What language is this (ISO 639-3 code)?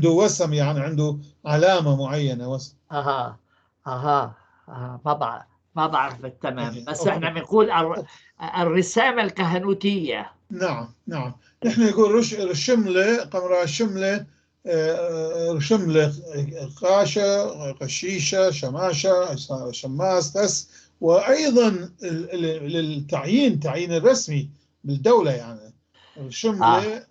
apc